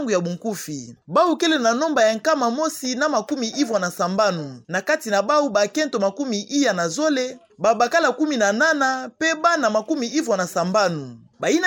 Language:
Kituba (Democratic Republic of Congo)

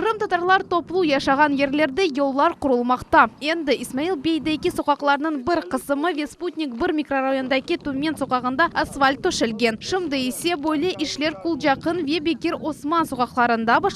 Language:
Crimean Tatar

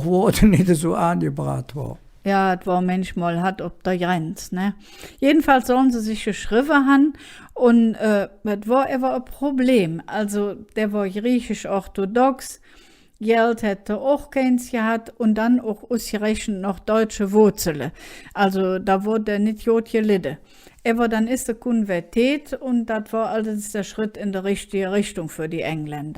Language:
Colognian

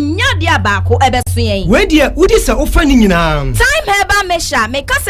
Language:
Akan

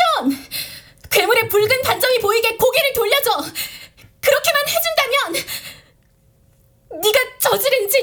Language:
Korean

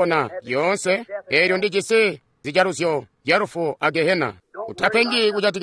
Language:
Tonga (Zambia)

